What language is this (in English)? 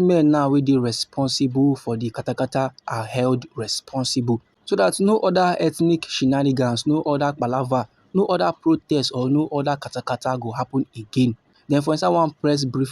Nigerian Pidgin